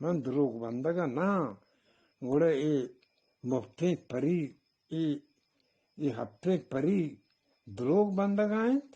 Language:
Eastern Balochi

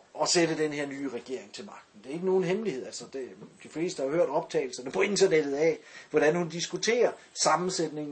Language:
Danish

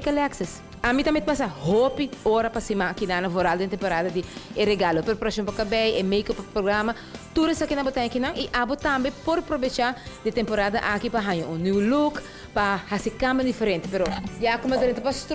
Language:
Papiamento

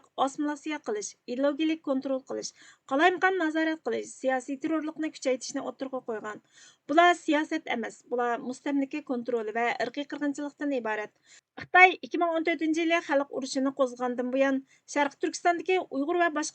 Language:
Uyghur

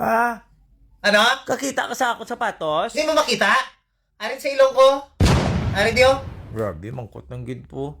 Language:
Hiligaynon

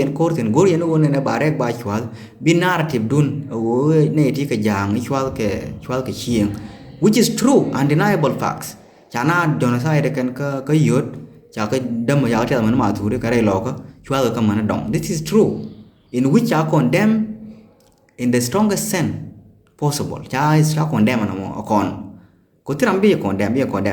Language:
Nuer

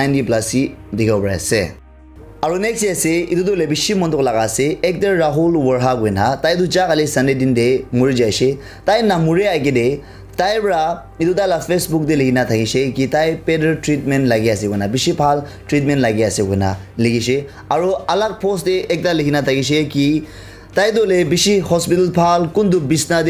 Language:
Naga Pidgin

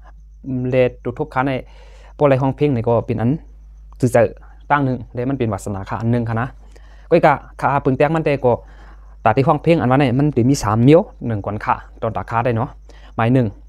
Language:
Shan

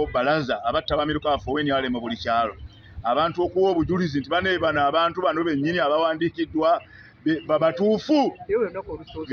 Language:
Ganda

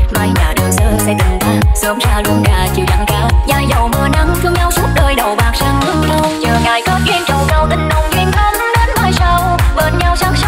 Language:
Vietnamese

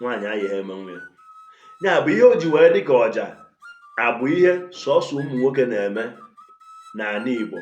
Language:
Igbo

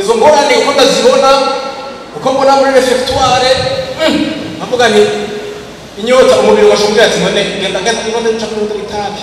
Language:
Rundi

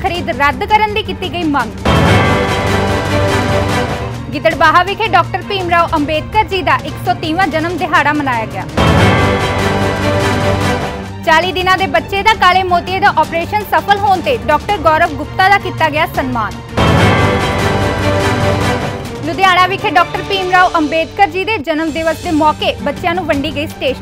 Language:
Punjabi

